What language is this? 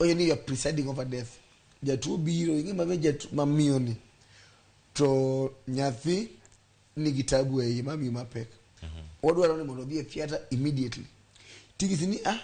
Luo (Kenya and Tanzania)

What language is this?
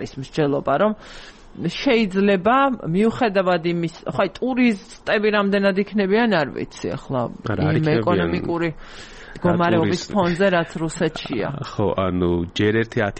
Georgian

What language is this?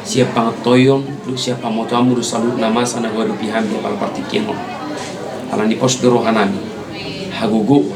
Batak Toba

